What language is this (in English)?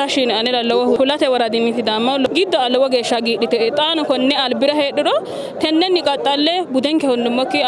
Sidamo